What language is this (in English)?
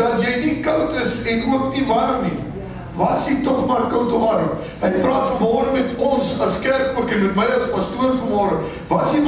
Afrikaans